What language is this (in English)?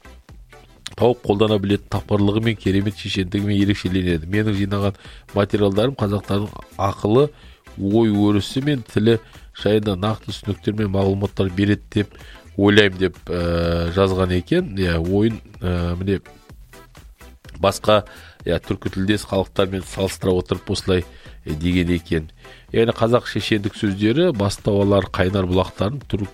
Kazakh